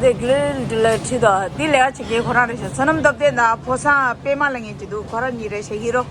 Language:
Tibetan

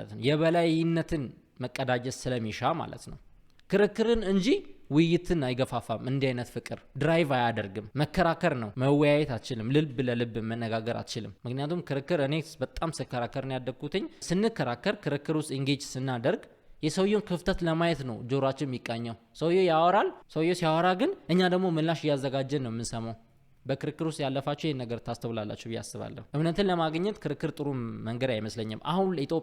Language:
Amharic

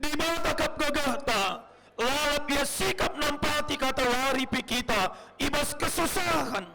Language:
Batak Karo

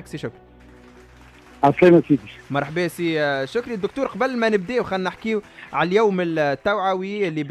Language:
Tunisian Arabic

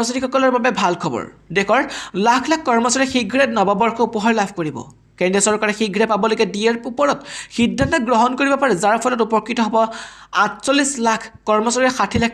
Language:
Assamese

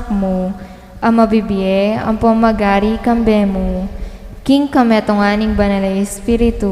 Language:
Pampanga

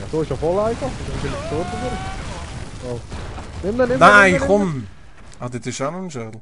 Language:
Swiss German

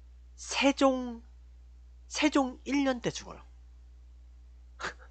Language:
Korean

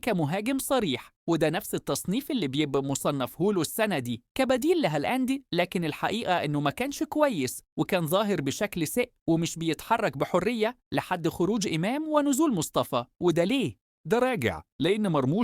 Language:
Egyptian Arabic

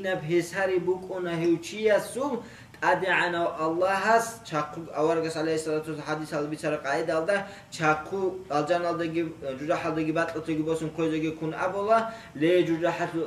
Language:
Avaric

